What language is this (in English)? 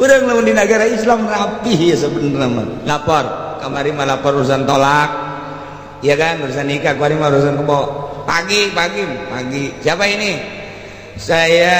Sundanese